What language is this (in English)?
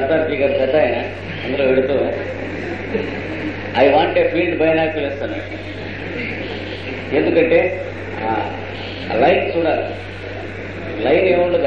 Telugu